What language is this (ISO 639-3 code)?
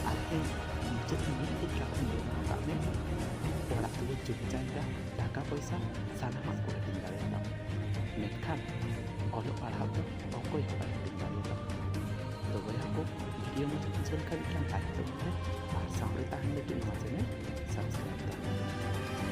sat